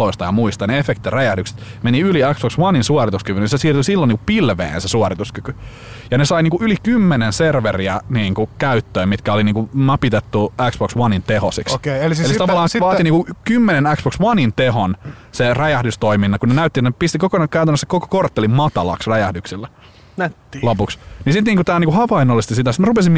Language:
Finnish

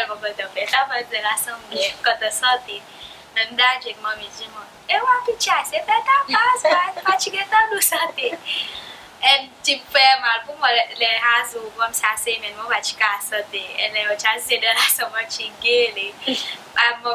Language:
Seselwa Creole French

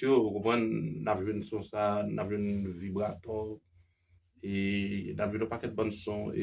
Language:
Haitian Creole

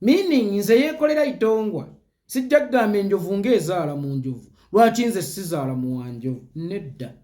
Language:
Ganda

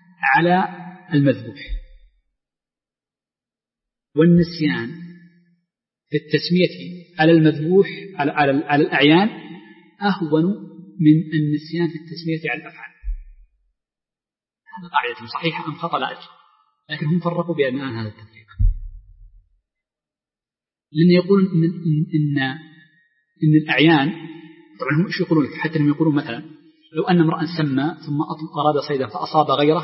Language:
Arabic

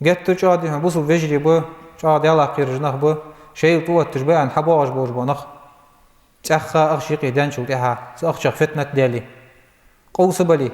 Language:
Ingush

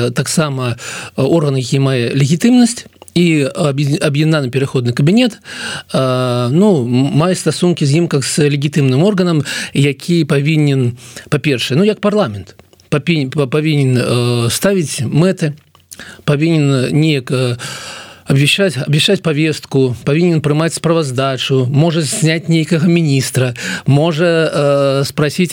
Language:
Belarusian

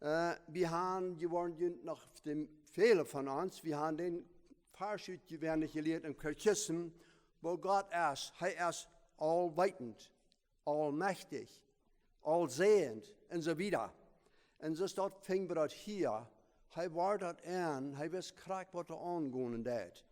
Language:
Plautdietsch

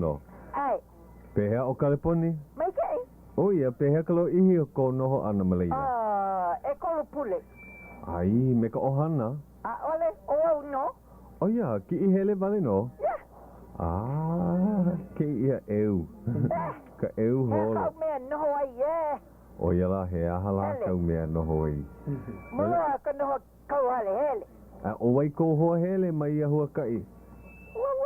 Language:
Hawaiian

